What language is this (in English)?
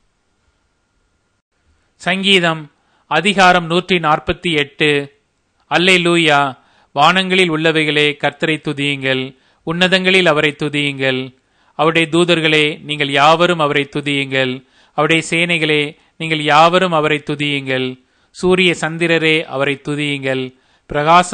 Tamil